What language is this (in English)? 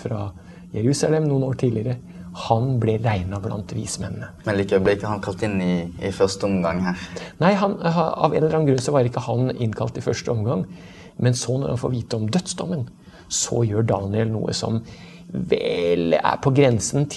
Norwegian